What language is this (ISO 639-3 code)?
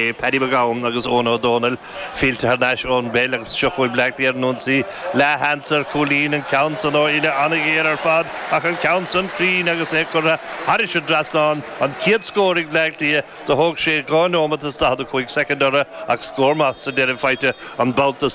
gle